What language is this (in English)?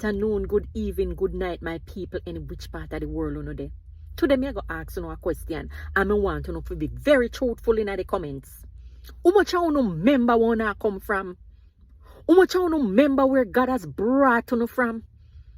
Jamaican Creole English